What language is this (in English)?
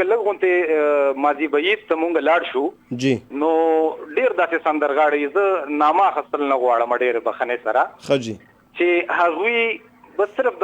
Pashto